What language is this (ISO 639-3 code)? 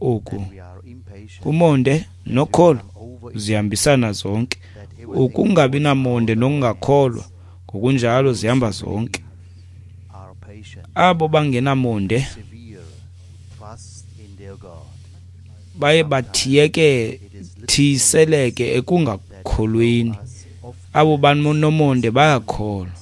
xho